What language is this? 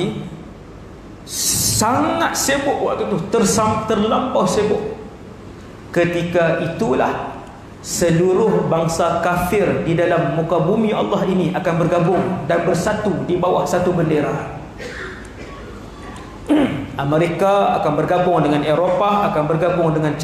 Malay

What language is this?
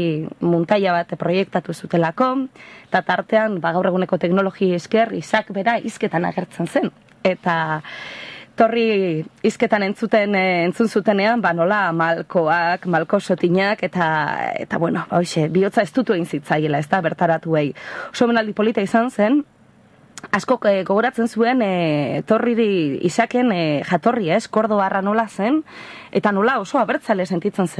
Basque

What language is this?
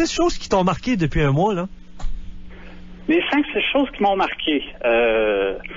French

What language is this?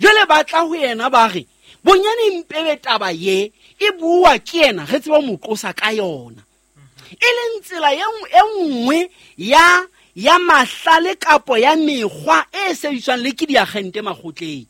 Southern Sotho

